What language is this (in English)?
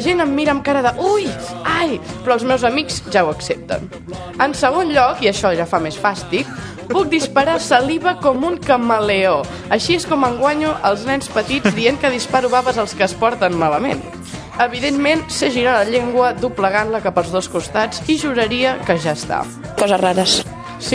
Catalan